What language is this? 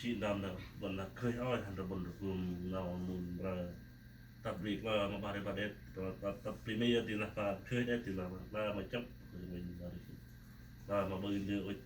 Central Mnong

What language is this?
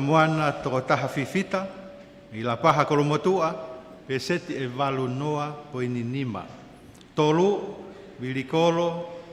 Tongan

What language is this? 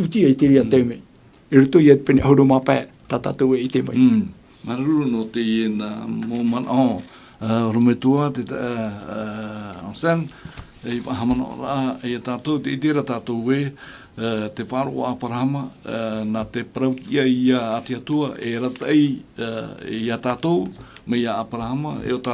Tahitian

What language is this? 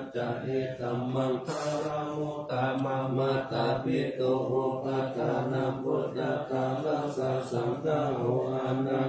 Pali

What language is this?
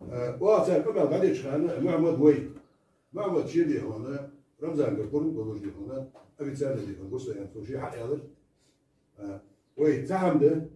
Ingush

